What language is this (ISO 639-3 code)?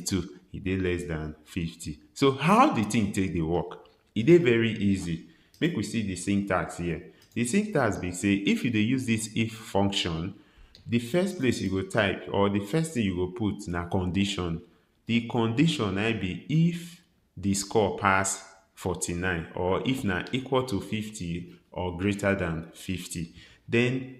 pcm